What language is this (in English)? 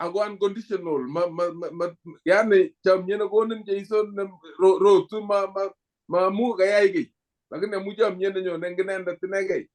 Kalenjin